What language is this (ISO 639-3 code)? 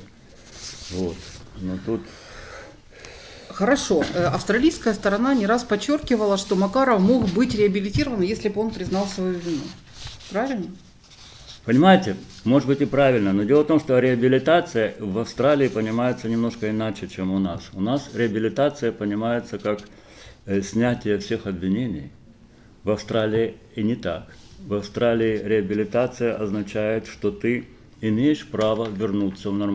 rus